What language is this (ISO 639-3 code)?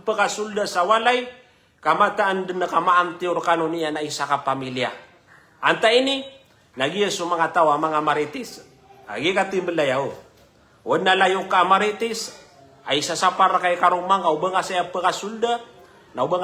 mrw